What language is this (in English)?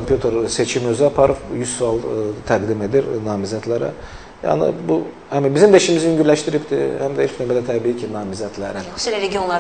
Azerbaijani